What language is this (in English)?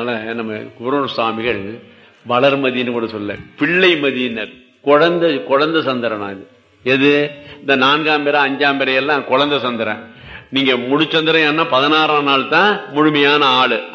Tamil